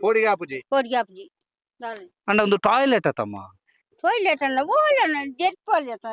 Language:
Tulu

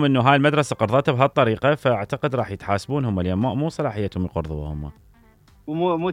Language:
Mesopotamian Arabic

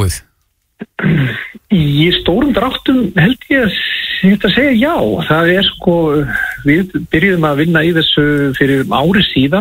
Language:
Icelandic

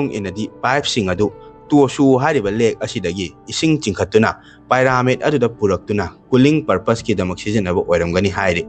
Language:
Manipuri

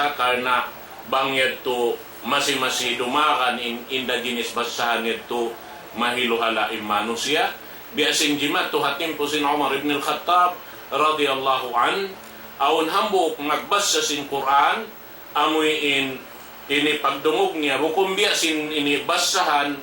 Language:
Tausug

